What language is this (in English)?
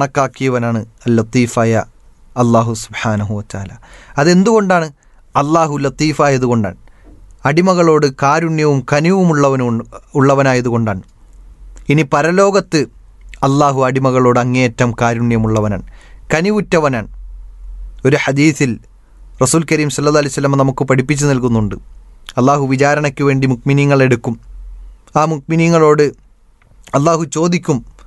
Malayalam